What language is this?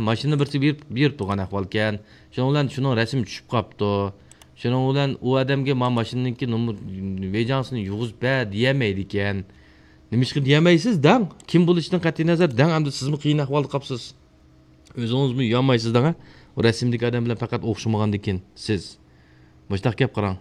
Uyghur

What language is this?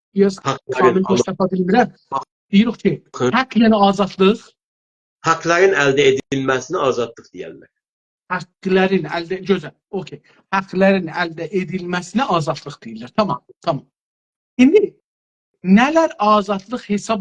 South Azerbaijani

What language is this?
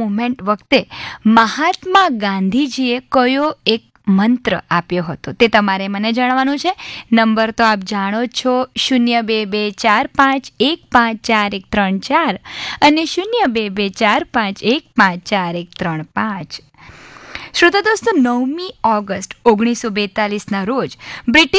Gujarati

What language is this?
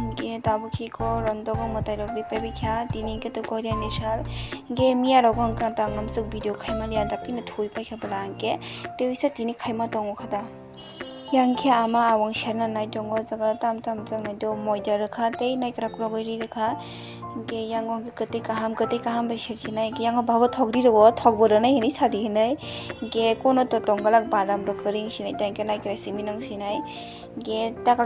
Kok Borok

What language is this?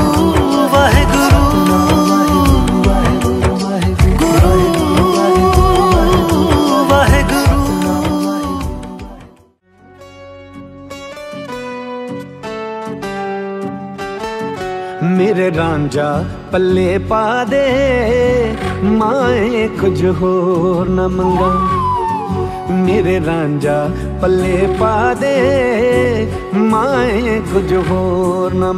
Punjabi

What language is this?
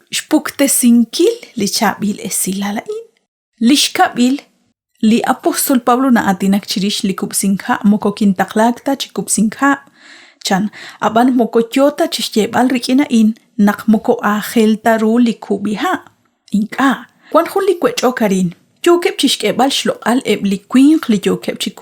Kekchí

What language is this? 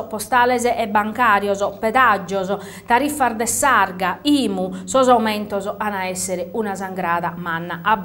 Sardinian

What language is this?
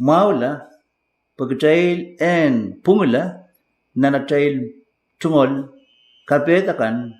Pohnpeian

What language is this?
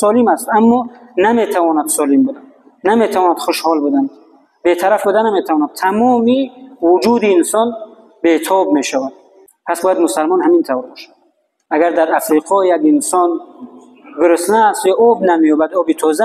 Tajik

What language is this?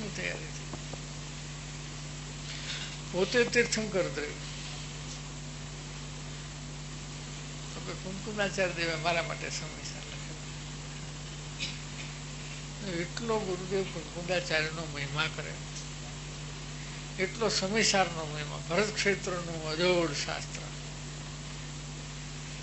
Gujarati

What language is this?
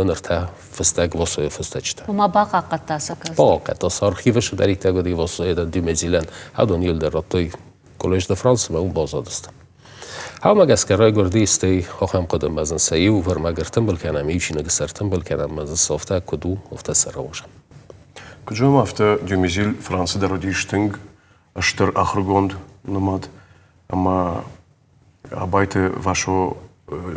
Ossetic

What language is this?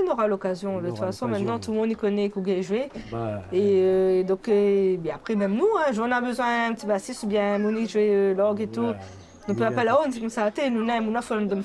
Réunion Creole French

